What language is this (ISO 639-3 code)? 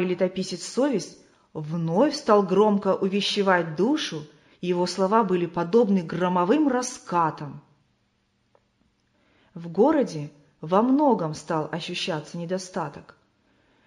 rus